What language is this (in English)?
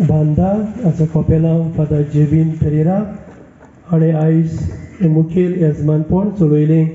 Konkani